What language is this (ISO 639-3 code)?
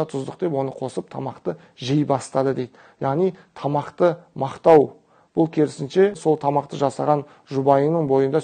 kaz